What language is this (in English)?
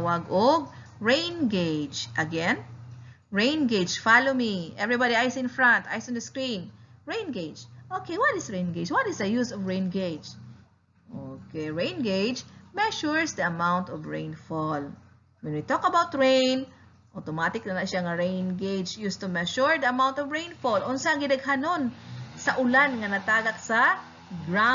Cebuano